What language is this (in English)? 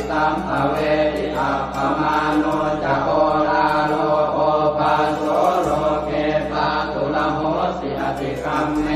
Pali